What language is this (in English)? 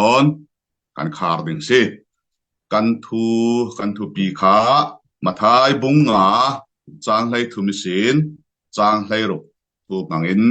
Falam Chin